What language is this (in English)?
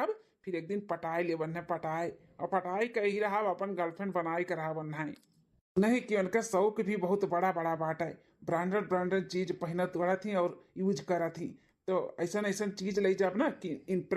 Awadhi